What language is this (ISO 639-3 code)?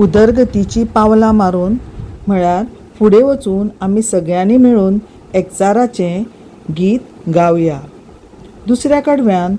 kok